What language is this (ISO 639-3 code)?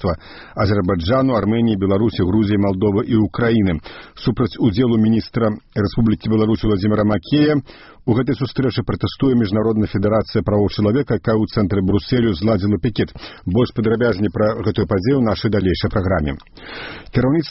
bel